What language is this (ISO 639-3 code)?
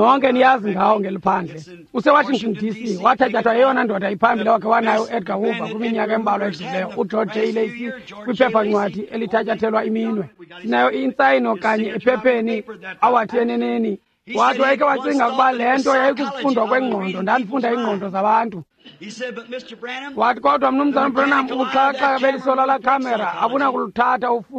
xho